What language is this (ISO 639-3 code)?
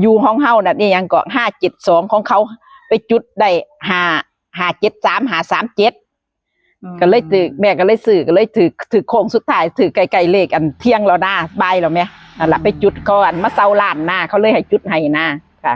tts